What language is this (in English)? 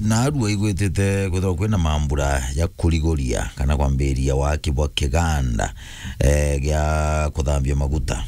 Meru